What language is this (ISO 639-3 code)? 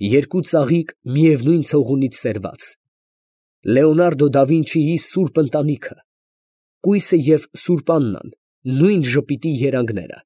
hye